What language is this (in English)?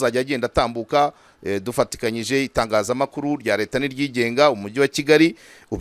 Kinyarwanda